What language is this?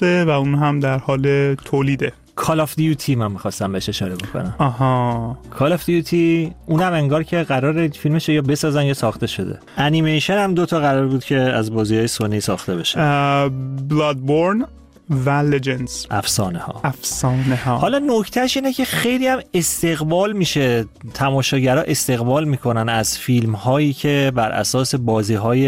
Persian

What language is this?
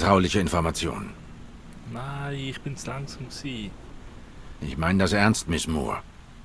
Swiss German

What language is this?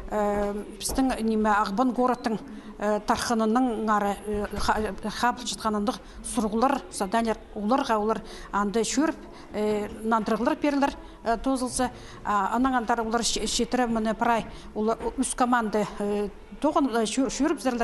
Khakas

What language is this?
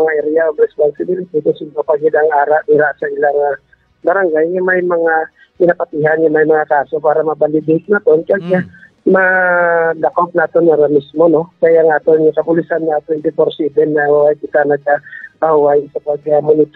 Hiligaynon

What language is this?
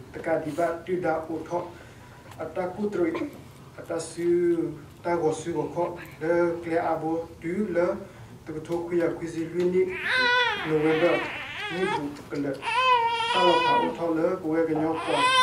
S'gaw Karen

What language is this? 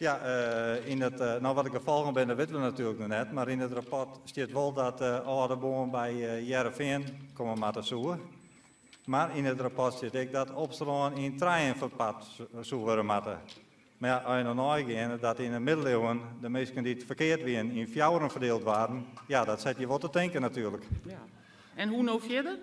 Western Frisian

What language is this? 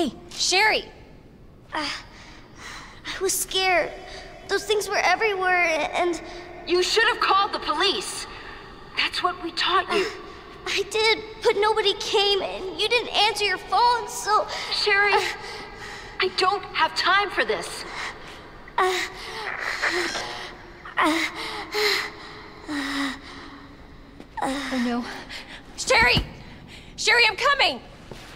English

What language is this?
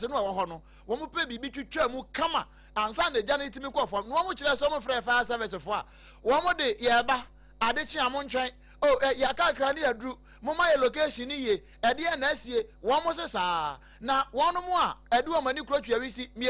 Akan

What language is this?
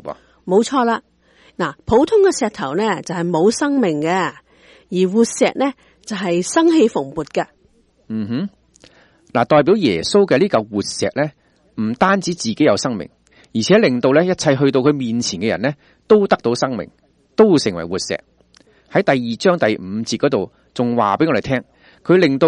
Cantonese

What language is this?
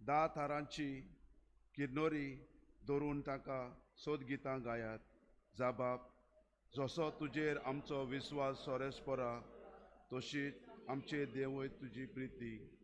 Konkani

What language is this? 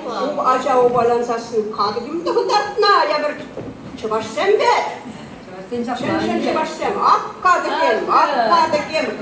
Chuvash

